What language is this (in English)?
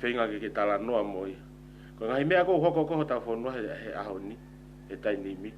Tongan